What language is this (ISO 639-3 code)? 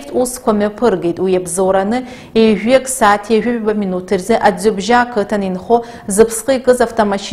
abk